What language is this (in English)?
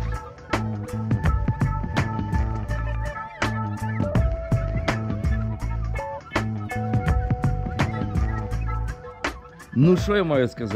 Ukrainian